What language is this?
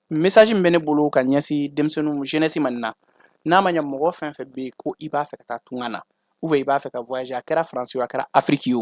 Bambara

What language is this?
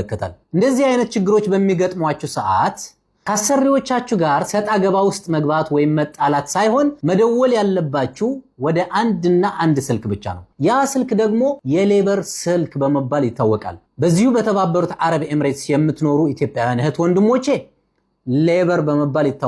Amharic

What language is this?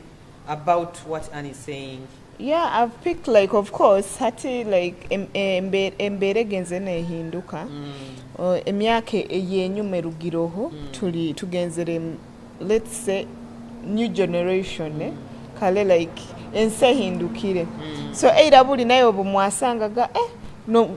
Nyoro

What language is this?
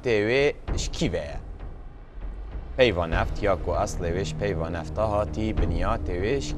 Kurdish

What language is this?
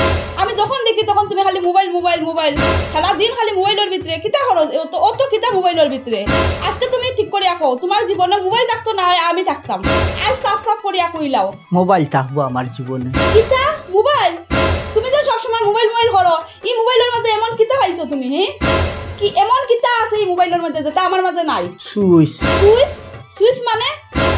Sylheti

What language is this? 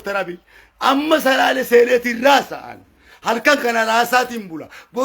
Oromo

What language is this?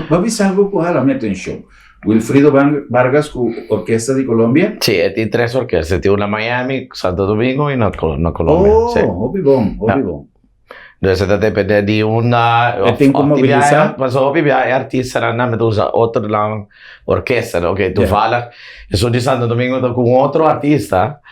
Papiamento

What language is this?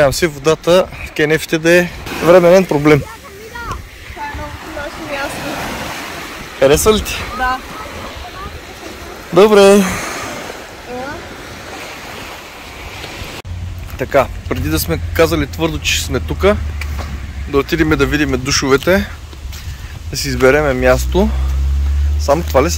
Bulgarian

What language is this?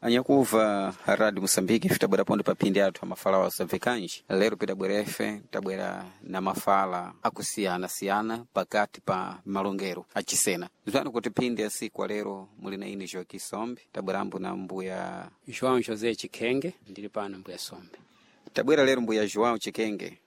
Sena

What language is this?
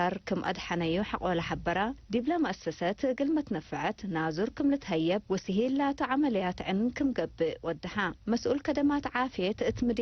Tigre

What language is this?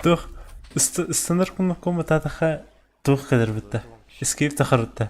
Yakut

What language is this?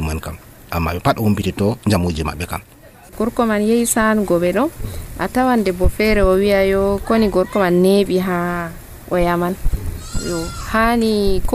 Nigerian Fulfulde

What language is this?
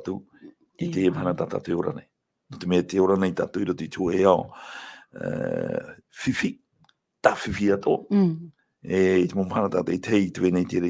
Tahitian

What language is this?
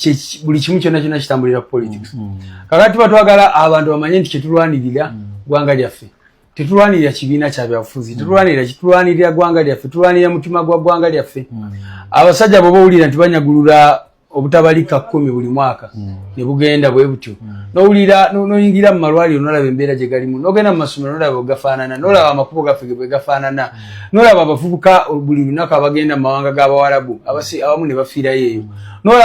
Ganda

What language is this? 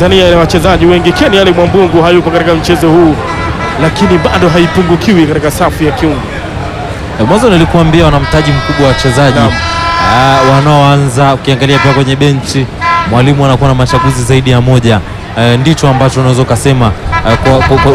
Swahili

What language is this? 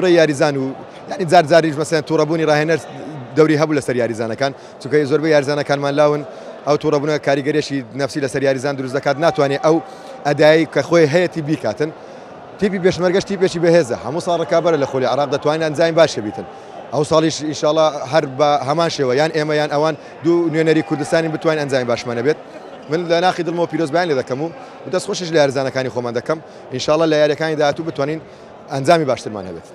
Central Kurdish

